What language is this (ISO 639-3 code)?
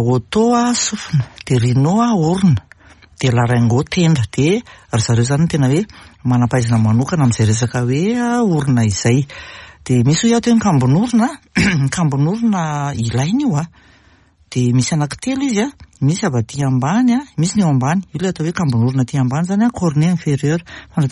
mlg